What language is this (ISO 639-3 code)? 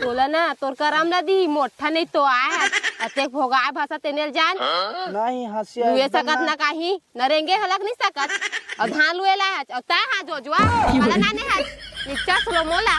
hne